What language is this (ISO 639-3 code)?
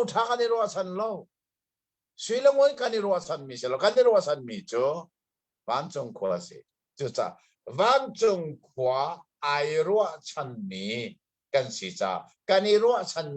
cnh